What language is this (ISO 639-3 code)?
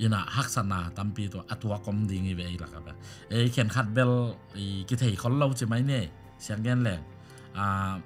ctd